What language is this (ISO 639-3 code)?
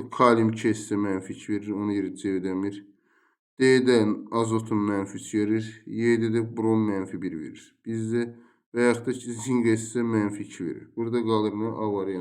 aze